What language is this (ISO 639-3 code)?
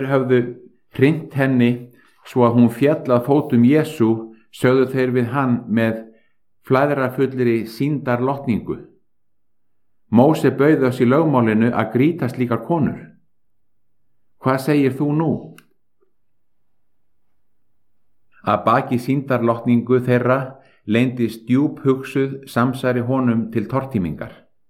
isl